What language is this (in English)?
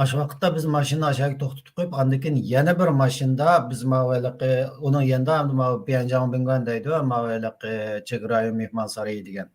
Uyghur